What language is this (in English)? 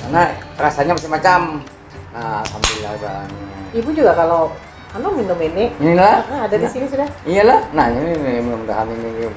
Banjar